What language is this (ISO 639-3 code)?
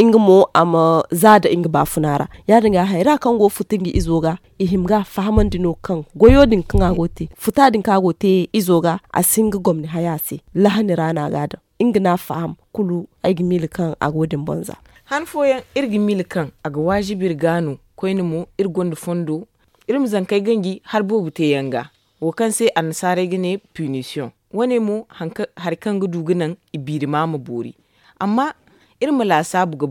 dje